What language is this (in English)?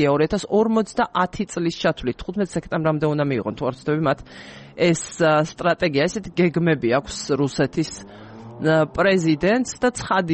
Georgian